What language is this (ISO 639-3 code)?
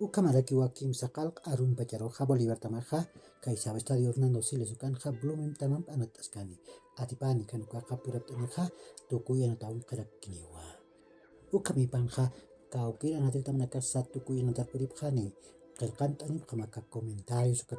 aym